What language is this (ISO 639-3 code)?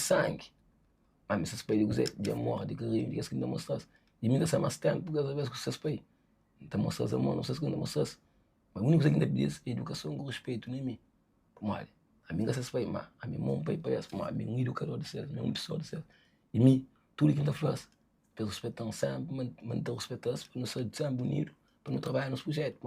kea